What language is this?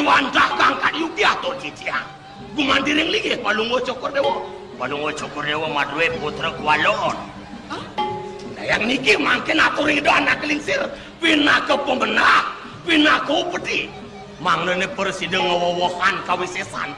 Balinese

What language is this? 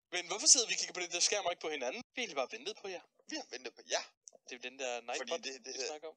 Danish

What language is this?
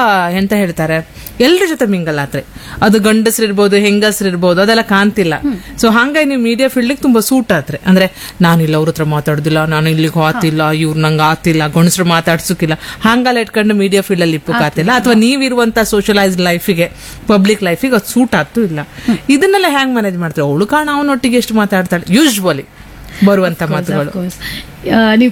Kannada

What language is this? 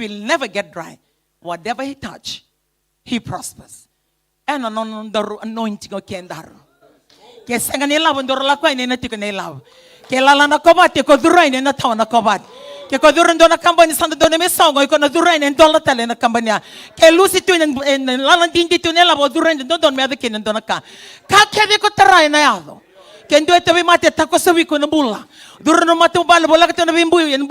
Fijian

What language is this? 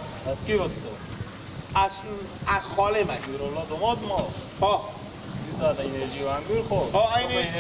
Persian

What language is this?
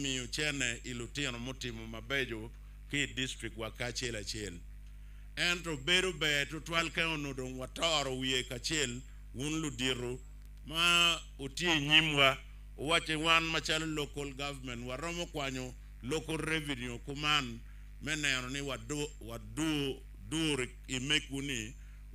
Acoli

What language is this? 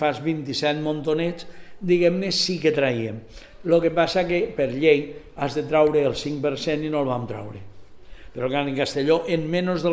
Catalan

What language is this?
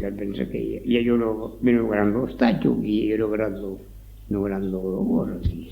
Occitan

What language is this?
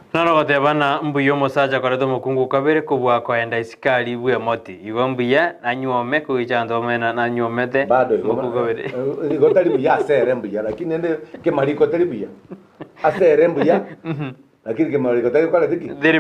Gusii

